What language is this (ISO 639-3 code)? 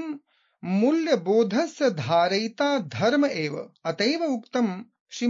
san